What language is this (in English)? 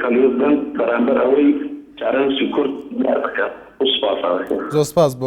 Central Kurdish